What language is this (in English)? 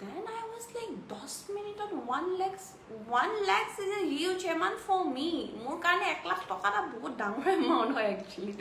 Assamese